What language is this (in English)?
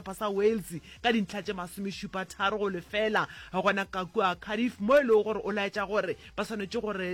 Northern Sotho